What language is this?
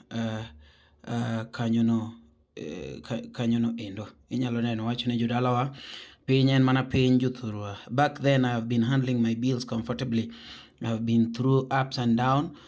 Luo (Kenya and Tanzania)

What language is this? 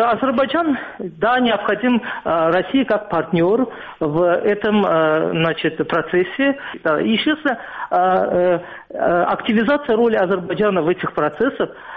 Russian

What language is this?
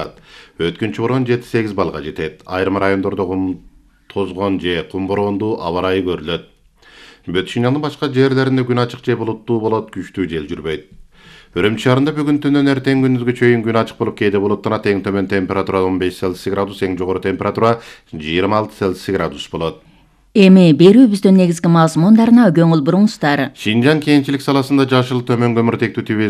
Kyrgyz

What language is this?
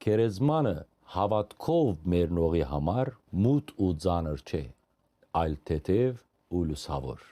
Western Armenian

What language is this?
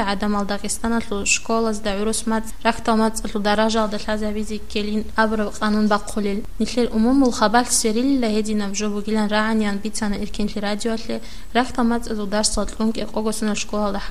Avaric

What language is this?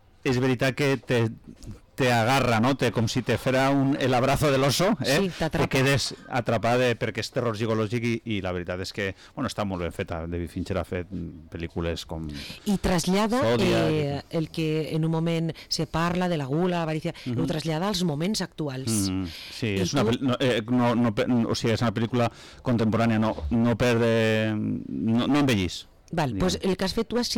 Catalan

